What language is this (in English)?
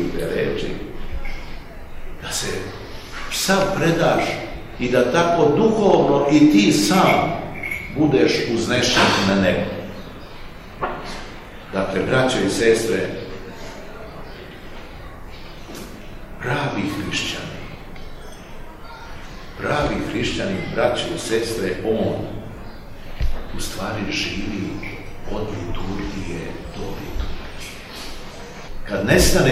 Serbian